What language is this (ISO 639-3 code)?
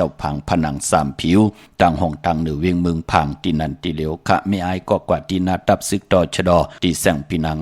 shn